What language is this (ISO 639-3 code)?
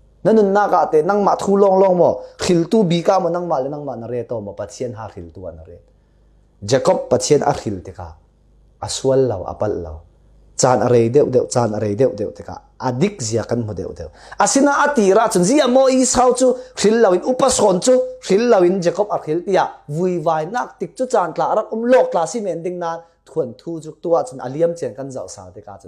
cfm